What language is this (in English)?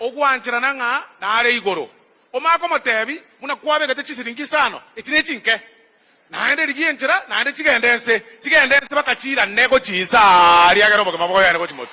Gusii